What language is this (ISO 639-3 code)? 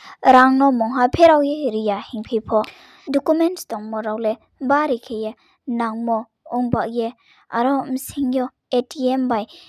ria